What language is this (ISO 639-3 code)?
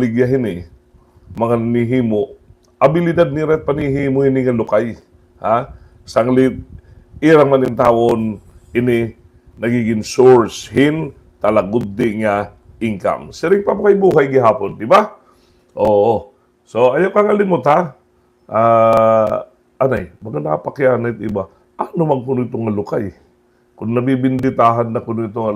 war